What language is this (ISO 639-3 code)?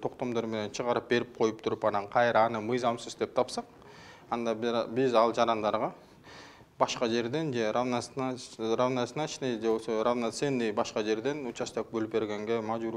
kir